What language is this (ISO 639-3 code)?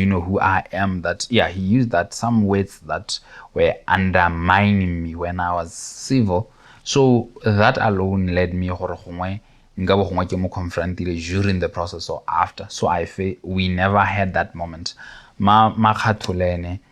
tsn